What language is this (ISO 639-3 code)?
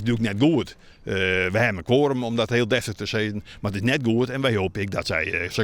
fry